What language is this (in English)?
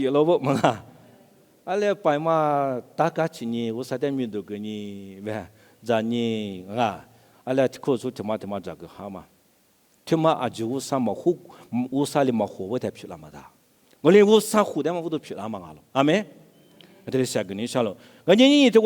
Lisu